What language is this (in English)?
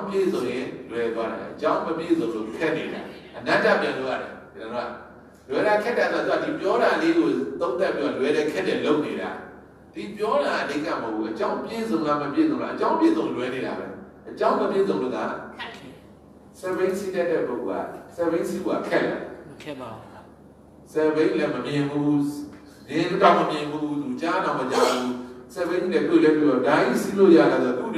Burmese